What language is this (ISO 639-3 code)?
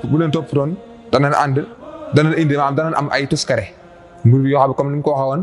wol